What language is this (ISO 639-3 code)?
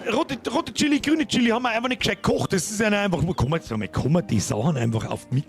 bar